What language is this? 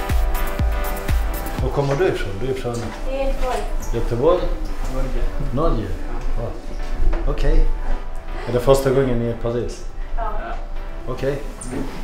Swedish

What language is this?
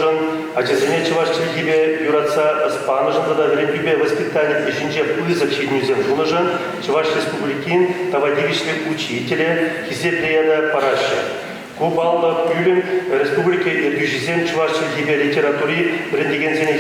Chuvash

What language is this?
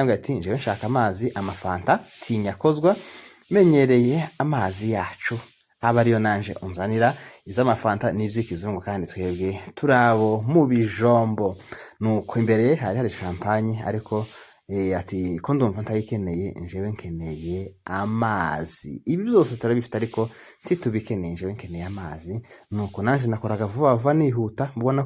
Rundi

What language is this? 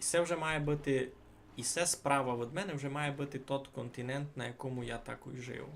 Rusyn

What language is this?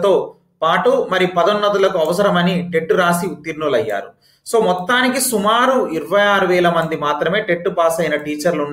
Telugu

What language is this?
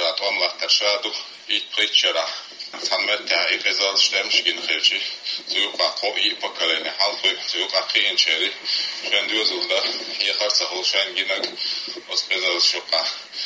Chechen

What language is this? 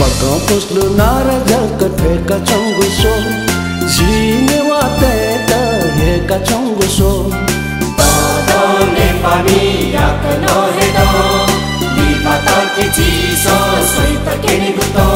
Newari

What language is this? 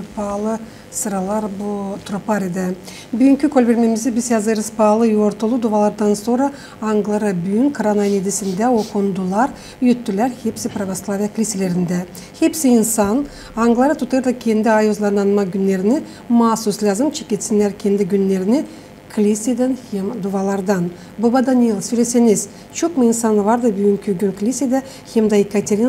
Gagauz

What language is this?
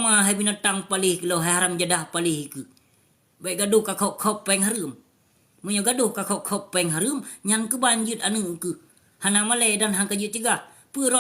Achinese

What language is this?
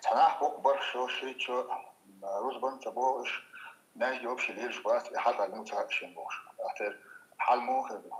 Chechen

